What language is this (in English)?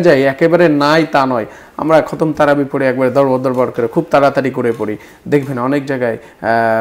Bangla